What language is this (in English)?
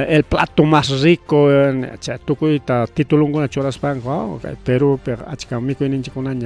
Ayacucho Quechua